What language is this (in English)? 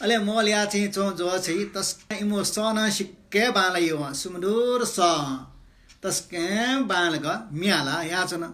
Newari